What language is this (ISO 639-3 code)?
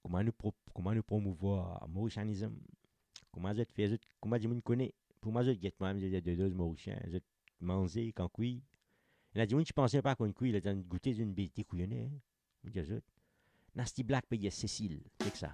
mfe